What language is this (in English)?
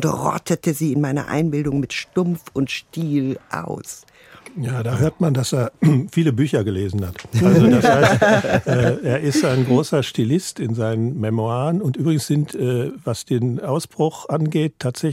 German